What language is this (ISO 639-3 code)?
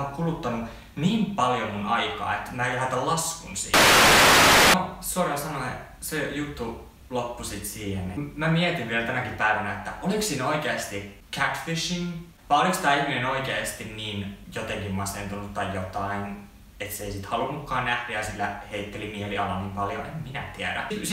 fin